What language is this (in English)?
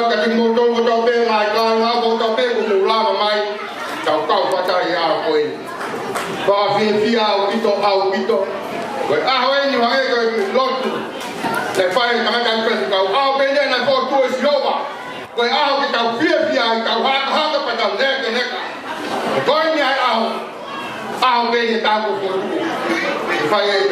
Tongan